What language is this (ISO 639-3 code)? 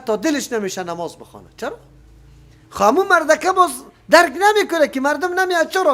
fas